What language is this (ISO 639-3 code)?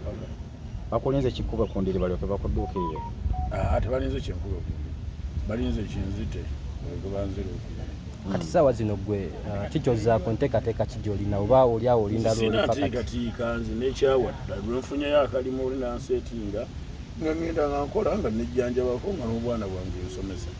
lug